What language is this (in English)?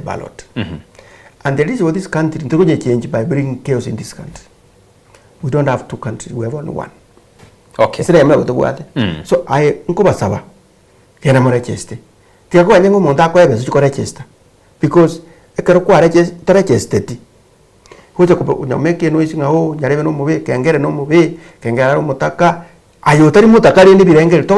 Gusii